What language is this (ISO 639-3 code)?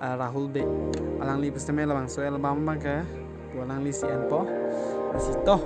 mjw